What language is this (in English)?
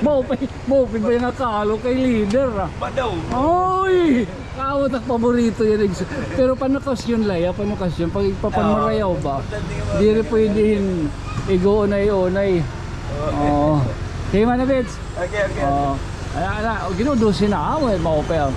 Waray